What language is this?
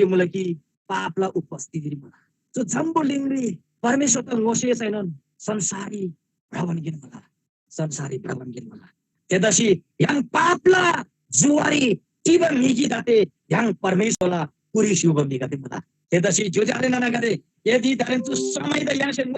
Eastern Tamang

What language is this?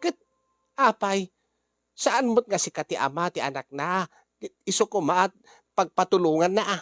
Iloko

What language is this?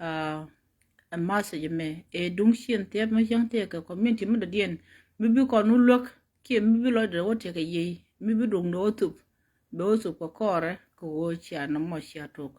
Nuer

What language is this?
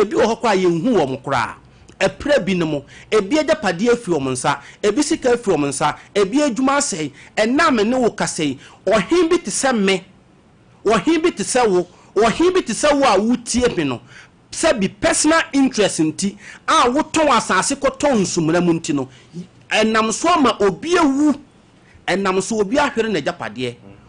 Akan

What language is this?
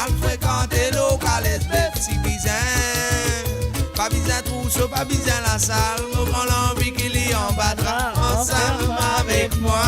Morisyen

